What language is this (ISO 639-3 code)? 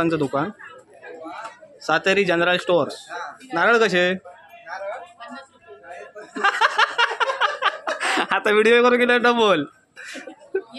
mar